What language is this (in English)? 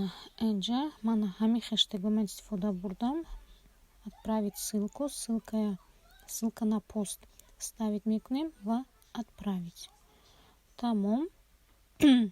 Tajik